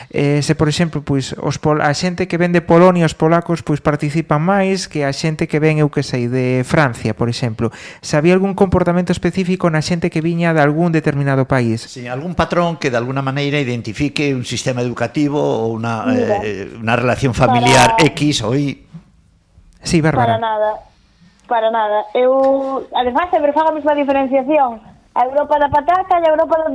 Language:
Galician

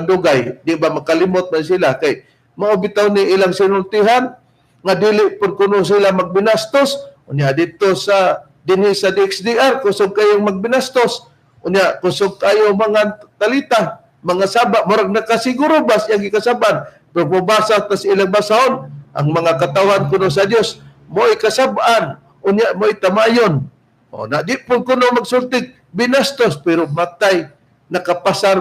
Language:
Cebuano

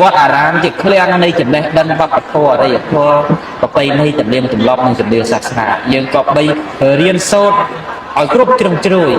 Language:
Khmer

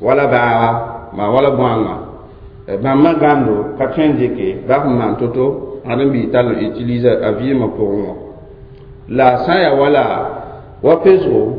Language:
Mossi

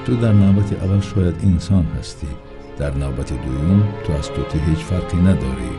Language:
Tajik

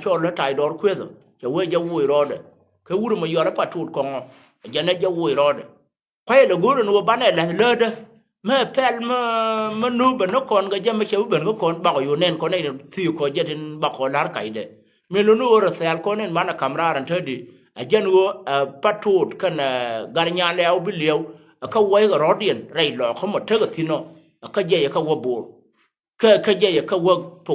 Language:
Nuer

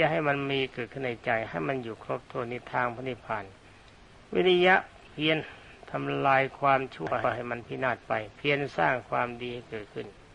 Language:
Thai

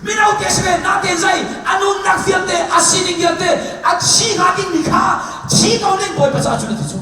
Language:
Hakha Chin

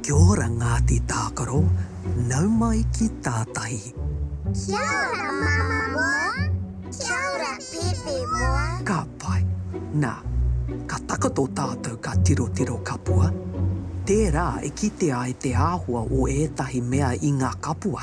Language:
Māori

